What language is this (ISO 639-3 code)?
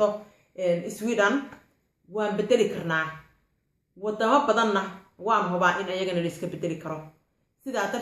som